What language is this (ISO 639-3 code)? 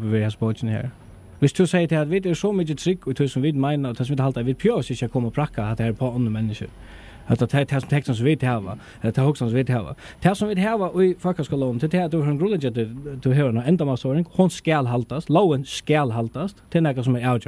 fao